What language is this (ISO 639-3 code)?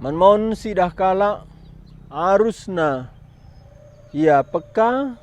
btx